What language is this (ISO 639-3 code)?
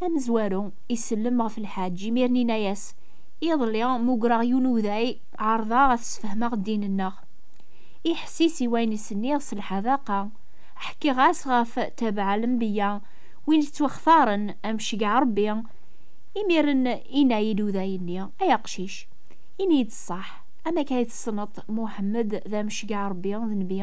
kab